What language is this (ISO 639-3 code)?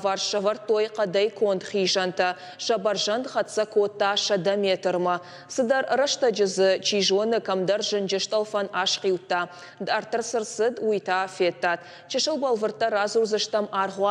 oss